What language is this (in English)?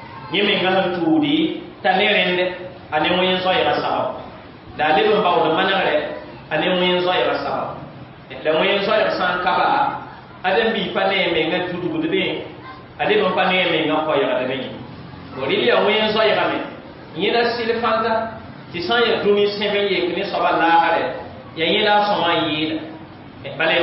Mossi